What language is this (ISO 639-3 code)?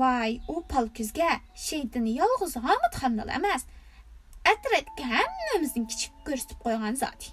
uig